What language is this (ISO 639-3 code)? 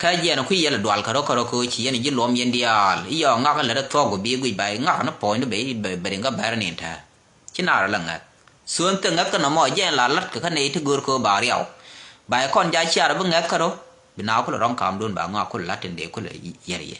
nus